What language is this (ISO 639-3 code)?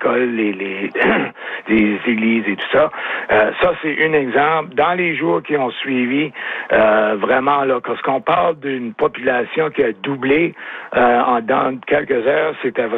fra